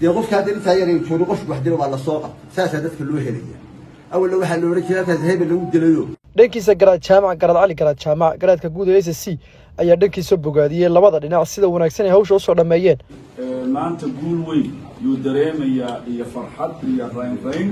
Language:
Somali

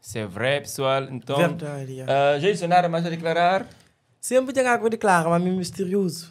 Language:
Kabuverdianu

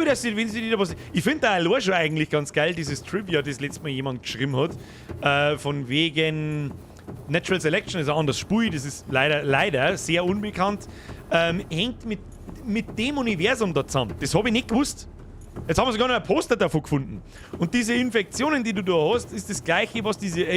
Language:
Bavarian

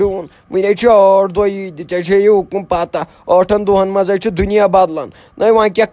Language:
Kashmiri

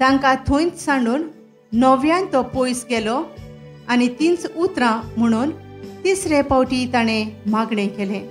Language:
Konkani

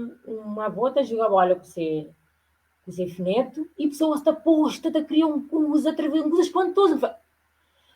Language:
Kabuverdianu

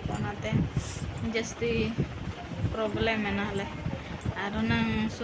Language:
Santali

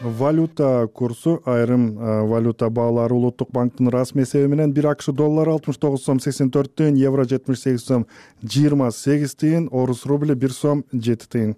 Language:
Kyrgyz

